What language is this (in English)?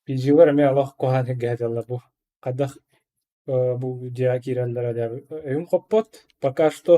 Yakut